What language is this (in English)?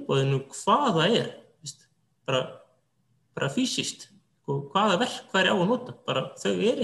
Icelandic